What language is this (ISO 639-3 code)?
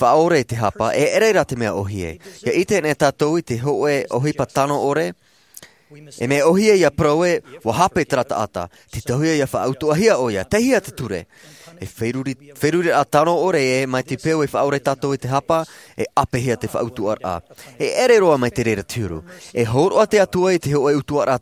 tah